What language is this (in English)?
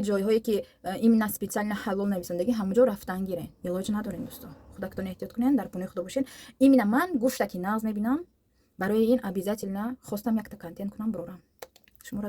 Tajik